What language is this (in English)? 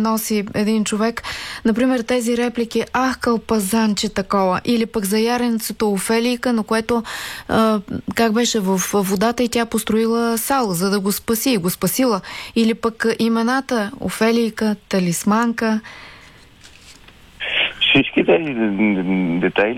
Bulgarian